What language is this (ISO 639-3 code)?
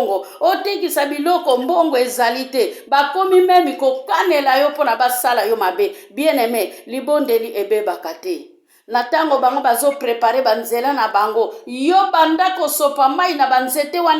lin